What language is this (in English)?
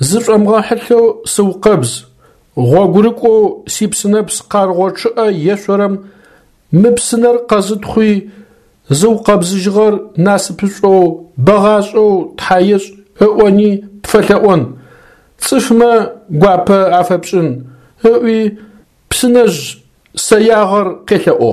Adyghe